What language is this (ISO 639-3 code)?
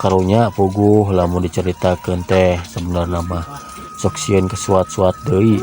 sun